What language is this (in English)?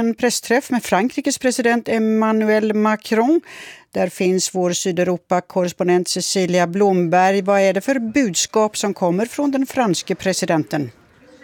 Swedish